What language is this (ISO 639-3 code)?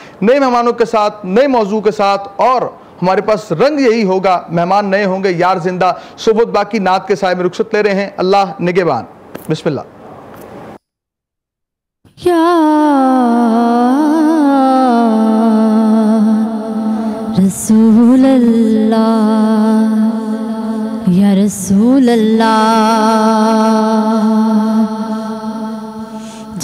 urd